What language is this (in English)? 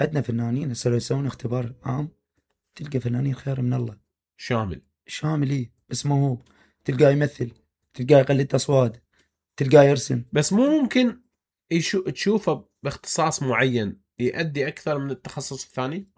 Mesopotamian Arabic